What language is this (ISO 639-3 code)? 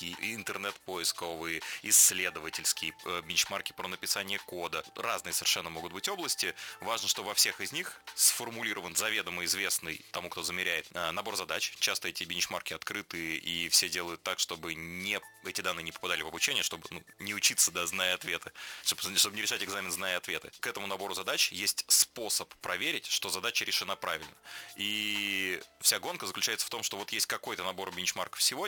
rus